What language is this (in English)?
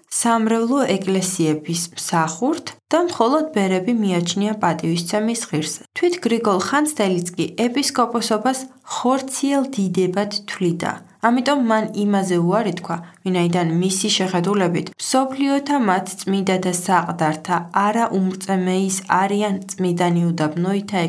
Georgian